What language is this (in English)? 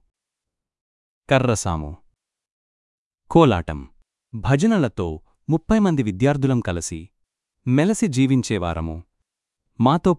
Telugu